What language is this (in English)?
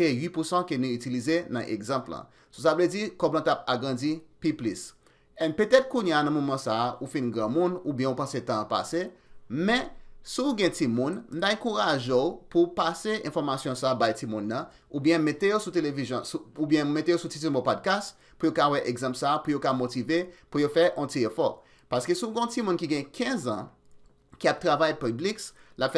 Haitian Creole